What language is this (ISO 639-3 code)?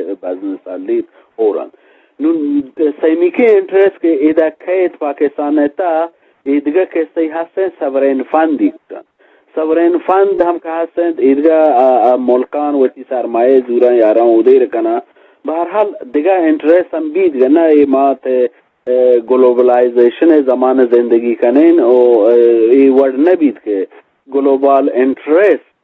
bgp